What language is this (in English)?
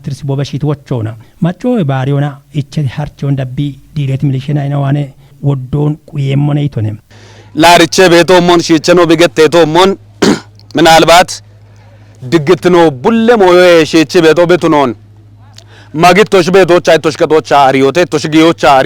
Kafa